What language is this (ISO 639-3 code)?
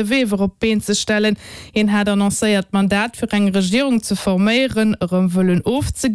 ltz